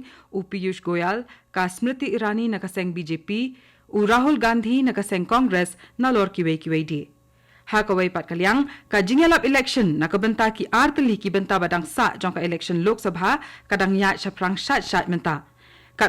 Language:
Khasi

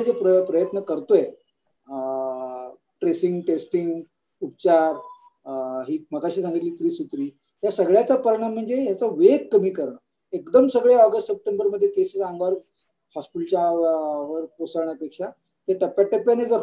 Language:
Marathi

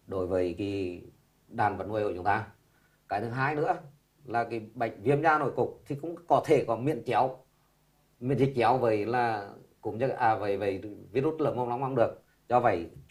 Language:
Vietnamese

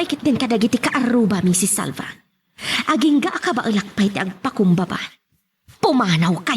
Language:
Iloko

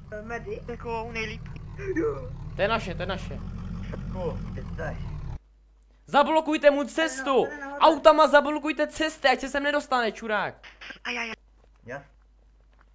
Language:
Czech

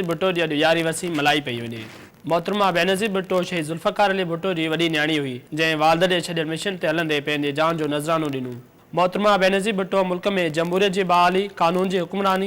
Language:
Sindhi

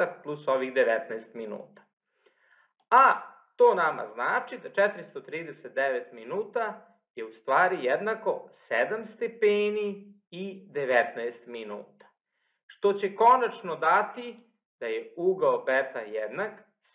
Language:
Serbian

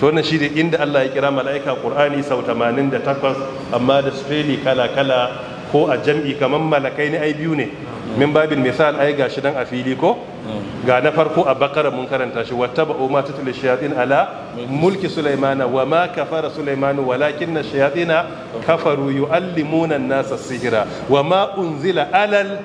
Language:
Hausa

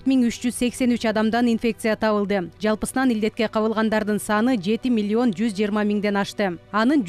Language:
Kyrgyz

